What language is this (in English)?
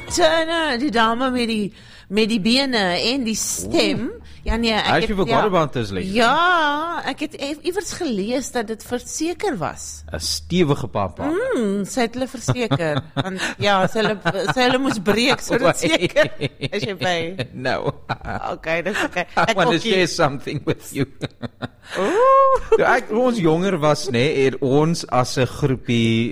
Afrikaans